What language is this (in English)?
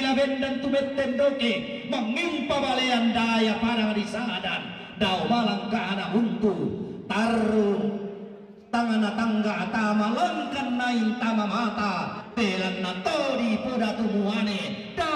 Toraja-Sa'dan